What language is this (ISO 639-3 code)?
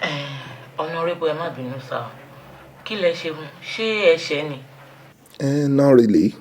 yor